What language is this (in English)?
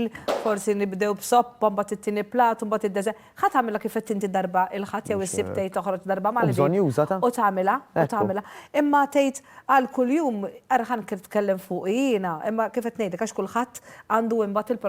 Maltese